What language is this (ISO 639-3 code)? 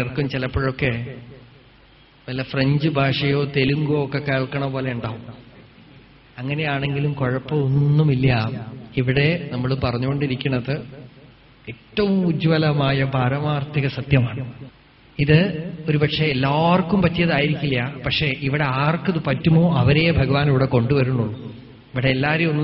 mal